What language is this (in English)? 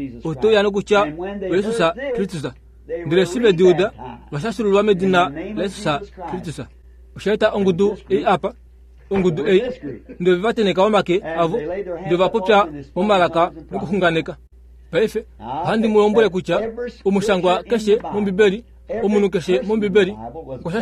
Kuanyama